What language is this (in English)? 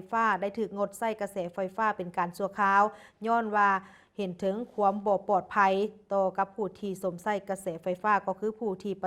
Lao